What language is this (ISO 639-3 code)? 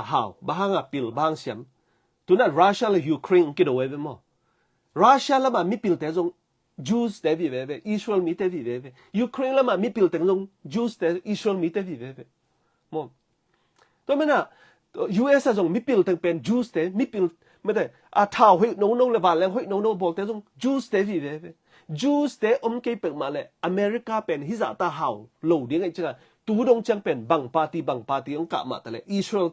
ctd